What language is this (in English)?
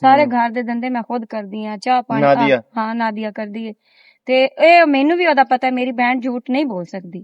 Western Panjabi